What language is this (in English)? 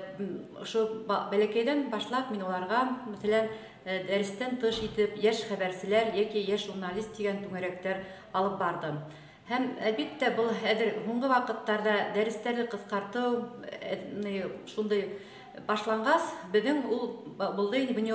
Bashkir